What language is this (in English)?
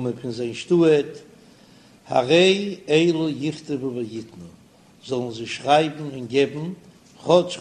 Yiddish